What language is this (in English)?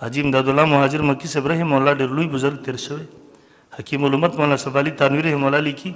Pashto